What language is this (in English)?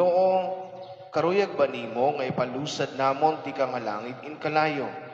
Waray